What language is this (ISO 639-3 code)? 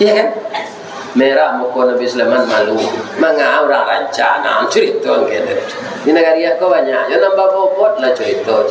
min